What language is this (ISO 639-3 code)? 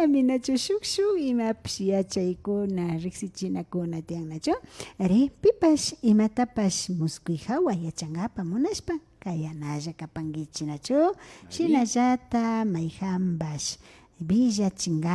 qvi